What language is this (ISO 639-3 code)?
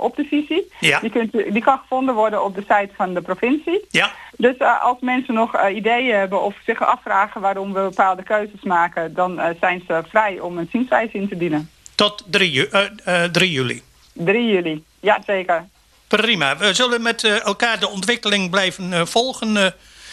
nld